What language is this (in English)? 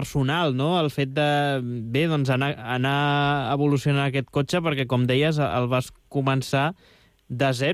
Catalan